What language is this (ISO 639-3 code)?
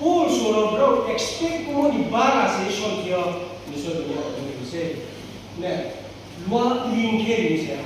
ria